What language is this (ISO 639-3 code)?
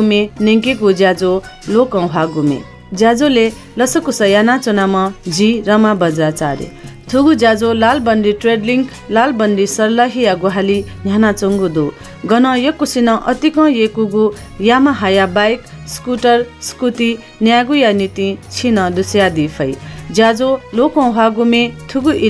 new